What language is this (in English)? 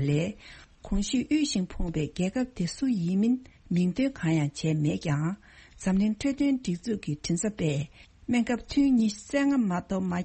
Tibetan